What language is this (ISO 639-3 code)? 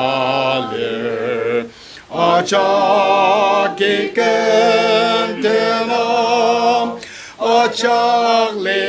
njo